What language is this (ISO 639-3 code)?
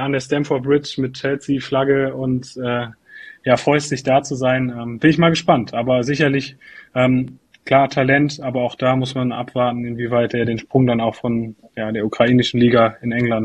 deu